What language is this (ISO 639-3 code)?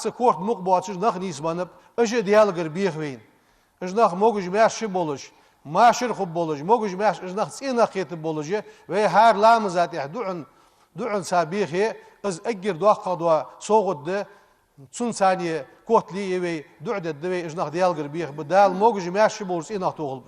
inh